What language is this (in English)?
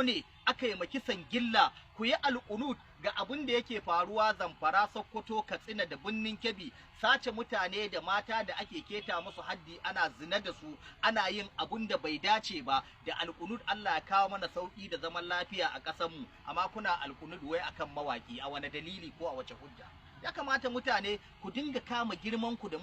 Hausa